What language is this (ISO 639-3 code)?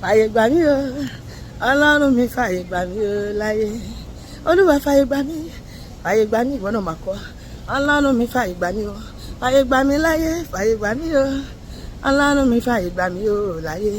yor